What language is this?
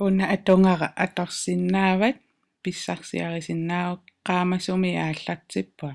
Kalaallisut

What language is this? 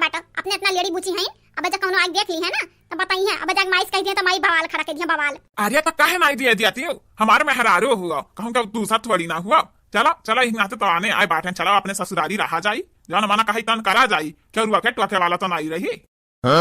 Awadhi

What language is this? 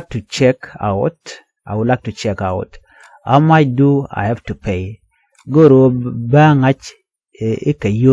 Nuer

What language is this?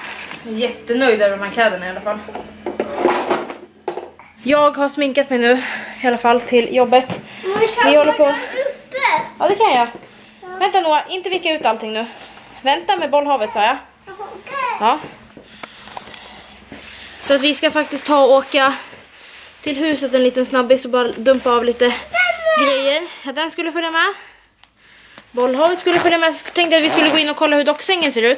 Swedish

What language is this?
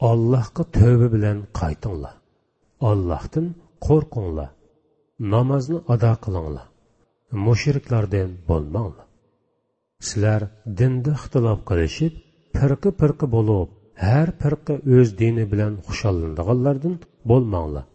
Uyghur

